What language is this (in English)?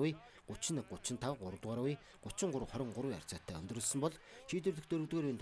Mongolian